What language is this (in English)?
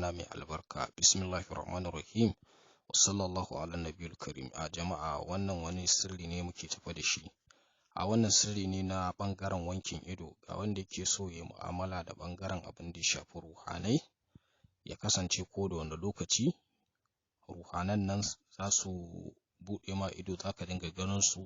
Hausa